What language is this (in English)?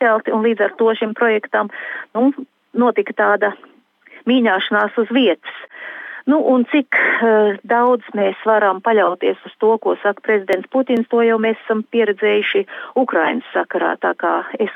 Latvian